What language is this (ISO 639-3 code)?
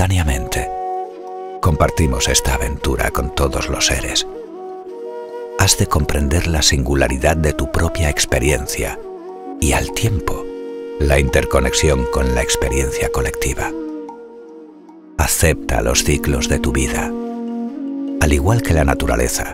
spa